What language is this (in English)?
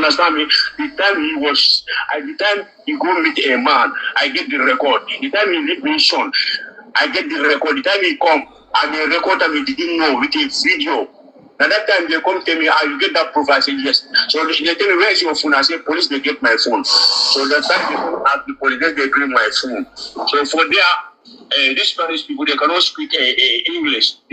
Nigerian Pidgin